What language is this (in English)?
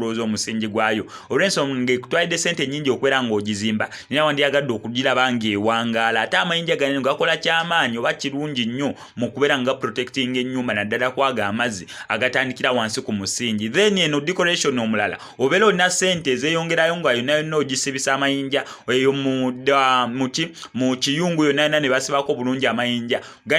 Ganda